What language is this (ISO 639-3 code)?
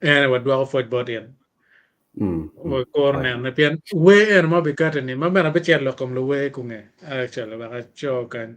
ach